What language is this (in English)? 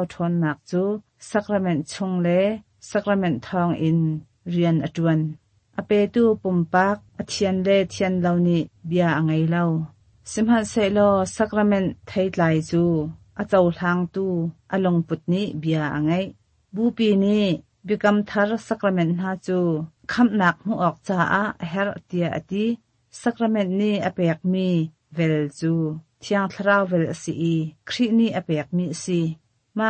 Hakha Chin